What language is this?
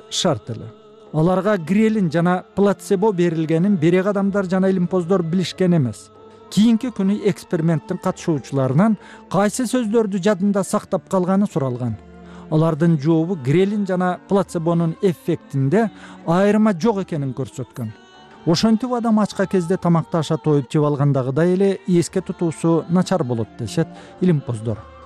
Kyrgyz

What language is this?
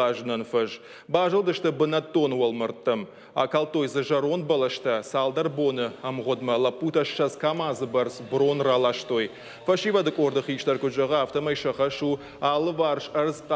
Ossetic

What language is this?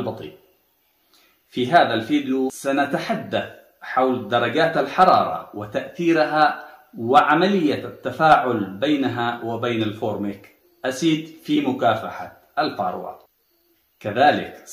Arabic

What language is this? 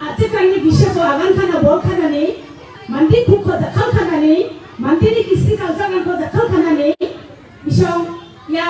Garo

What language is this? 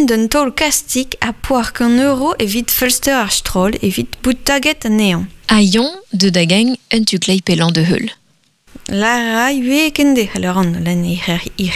Breton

